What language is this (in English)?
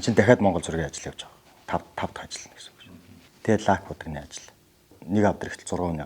Mongolian